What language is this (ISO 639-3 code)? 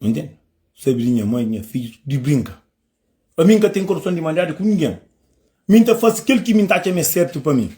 kea